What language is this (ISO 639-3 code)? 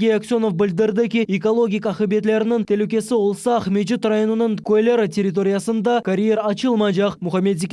crh